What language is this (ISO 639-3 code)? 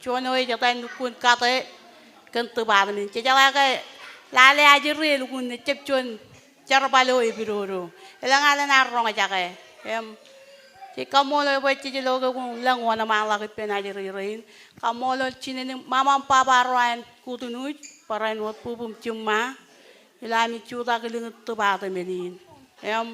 mah